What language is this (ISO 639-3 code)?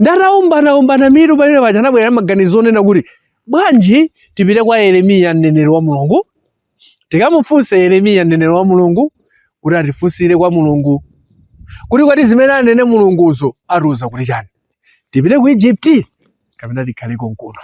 nya